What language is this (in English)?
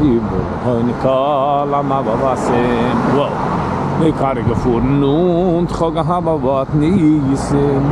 Yiddish